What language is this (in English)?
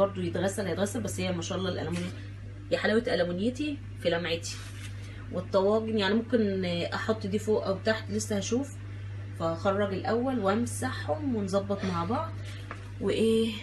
Egyptian Arabic